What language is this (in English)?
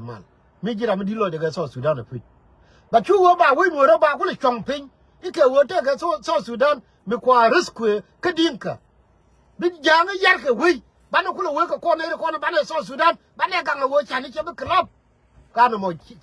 Nuer